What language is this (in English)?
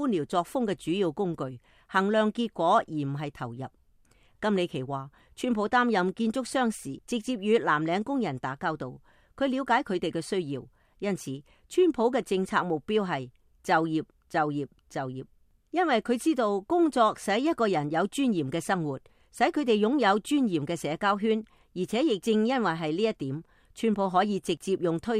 Cantonese